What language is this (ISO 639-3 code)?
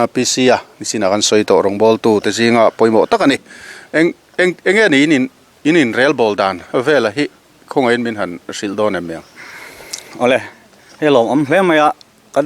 lus